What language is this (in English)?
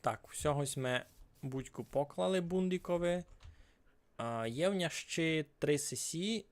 Rusyn